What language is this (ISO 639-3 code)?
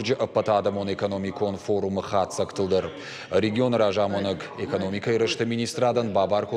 oss